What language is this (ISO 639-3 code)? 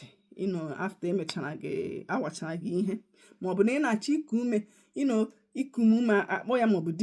ibo